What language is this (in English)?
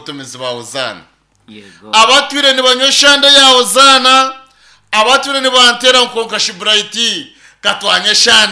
Nyankole